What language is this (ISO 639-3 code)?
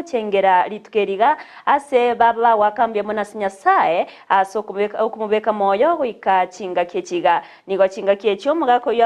guz